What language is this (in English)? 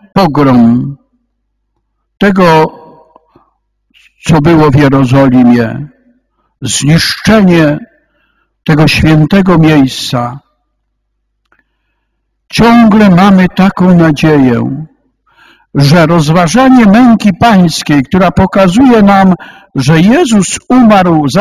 Polish